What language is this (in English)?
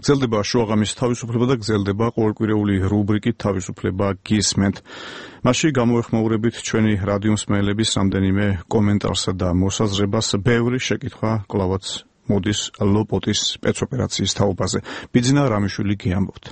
Georgian